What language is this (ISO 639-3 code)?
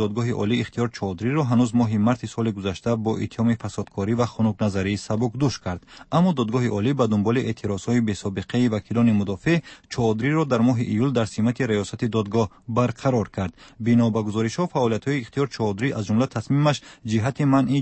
fas